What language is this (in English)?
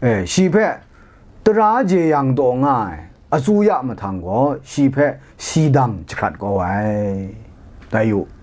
Kachin